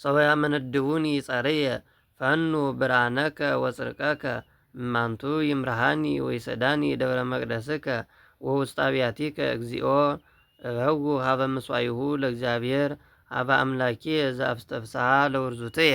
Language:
Geez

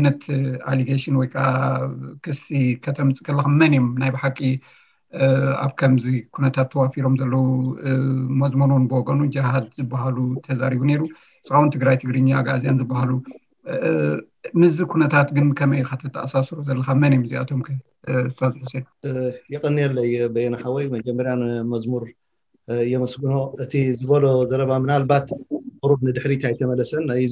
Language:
Tigrinya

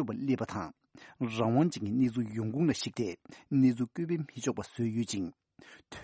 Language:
Tibetan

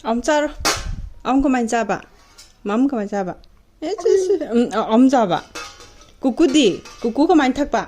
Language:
Manipuri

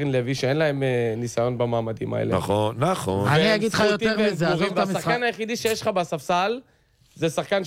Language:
Hebrew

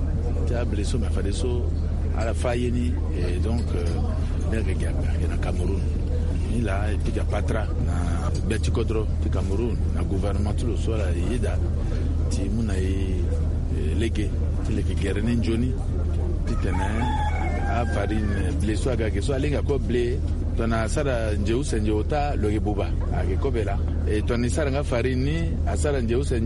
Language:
Sango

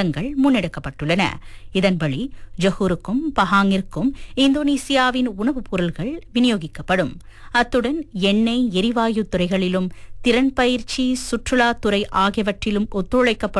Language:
Tamil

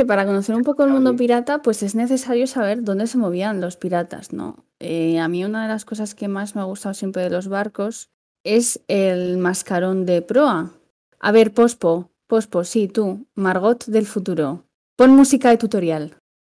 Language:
Spanish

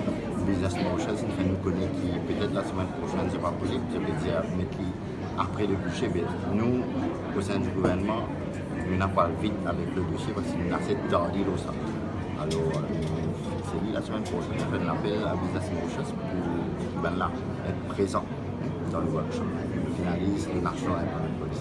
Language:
Morisyen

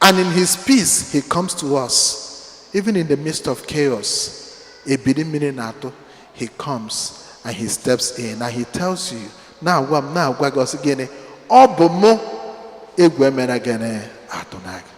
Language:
Igbo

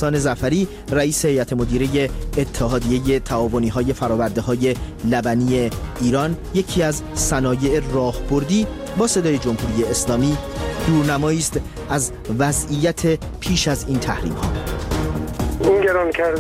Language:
Persian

